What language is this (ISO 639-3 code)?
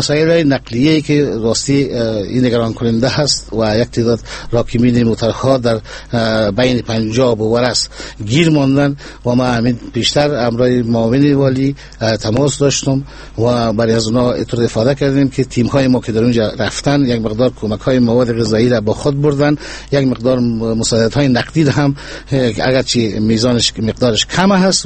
fas